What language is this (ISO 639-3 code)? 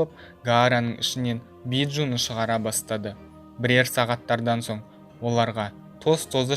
kaz